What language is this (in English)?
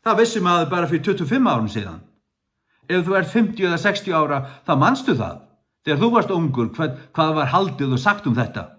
Faroese